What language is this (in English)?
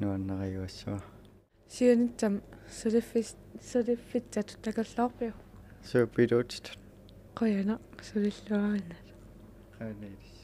Kalaallisut